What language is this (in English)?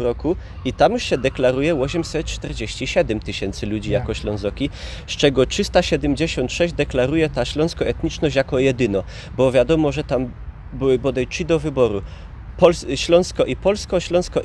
Polish